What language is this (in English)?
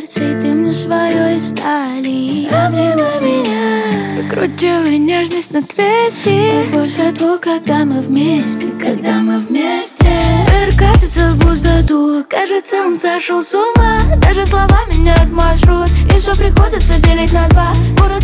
Russian